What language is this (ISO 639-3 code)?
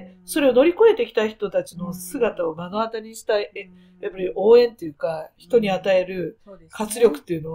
jpn